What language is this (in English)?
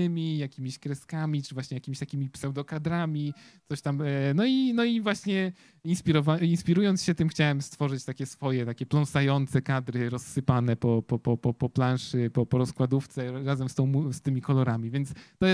Polish